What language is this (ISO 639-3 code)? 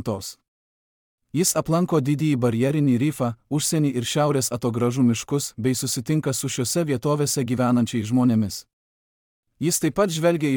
lit